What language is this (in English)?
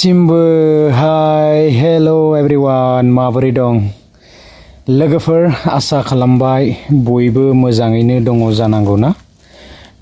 Bodo